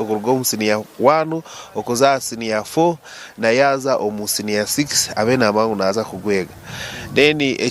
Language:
Nyankole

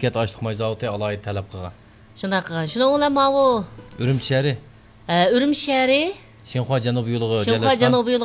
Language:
Uyghur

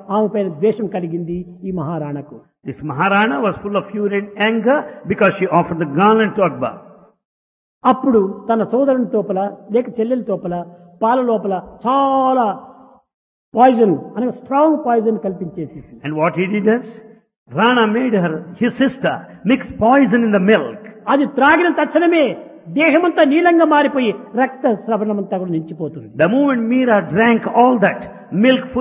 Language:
Telugu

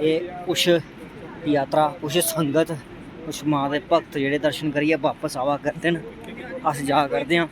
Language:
Dogri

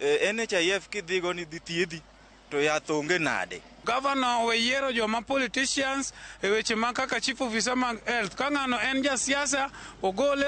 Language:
Luo (Kenya and Tanzania)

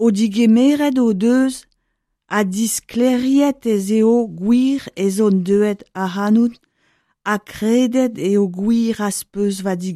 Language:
Breton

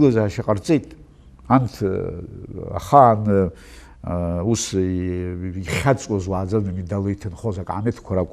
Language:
Abkhazian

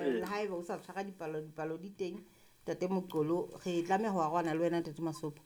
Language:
Southern Sotho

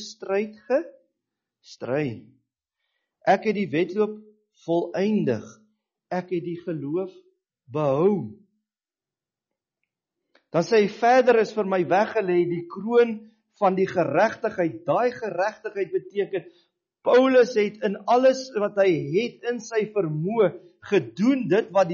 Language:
Afrikaans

